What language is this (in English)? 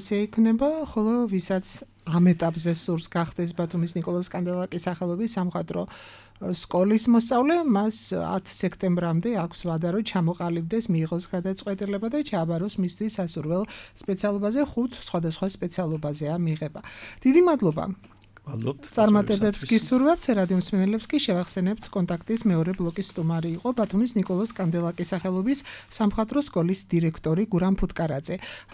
Georgian